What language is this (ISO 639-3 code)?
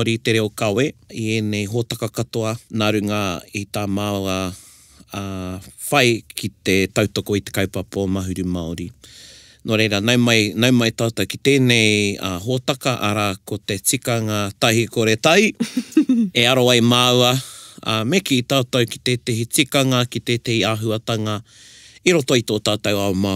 mri